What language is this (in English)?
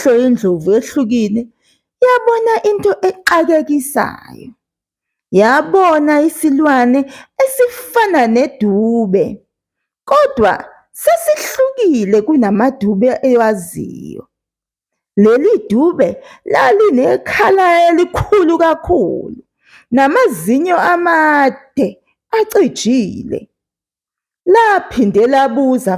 Zulu